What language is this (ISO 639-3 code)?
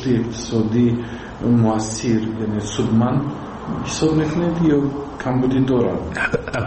fas